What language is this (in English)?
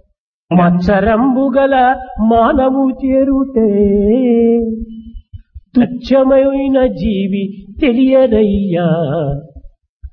Telugu